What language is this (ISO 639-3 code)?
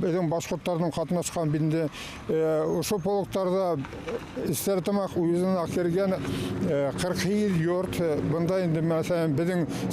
bak